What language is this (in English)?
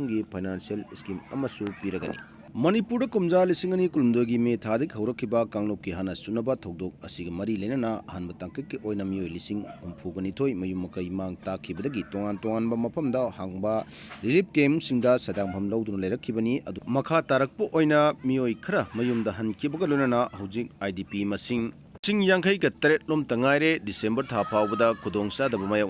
Manipuri